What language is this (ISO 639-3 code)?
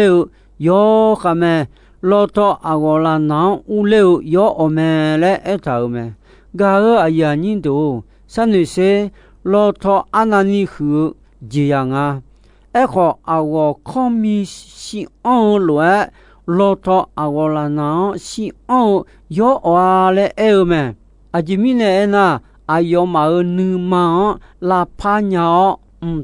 ahk